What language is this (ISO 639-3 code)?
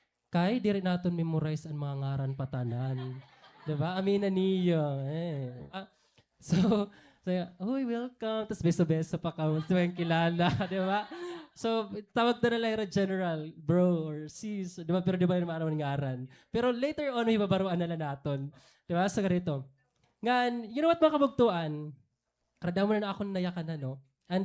war